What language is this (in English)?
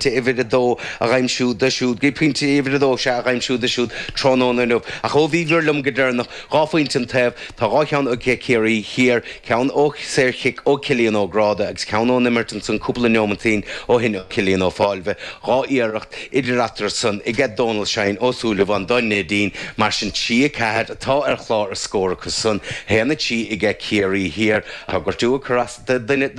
Irish